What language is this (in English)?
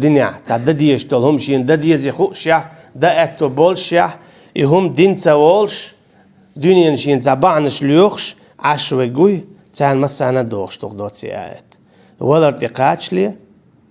Chechen